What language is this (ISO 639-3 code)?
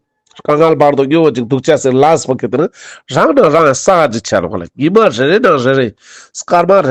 lbj